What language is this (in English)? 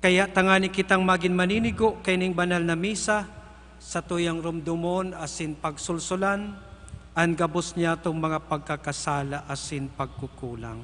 Bikol